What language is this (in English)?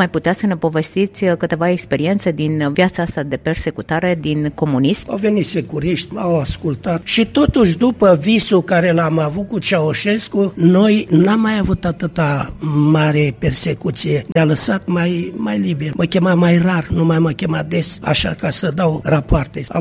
Romanian